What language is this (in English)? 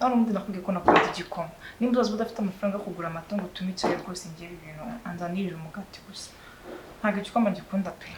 Kinyarwanda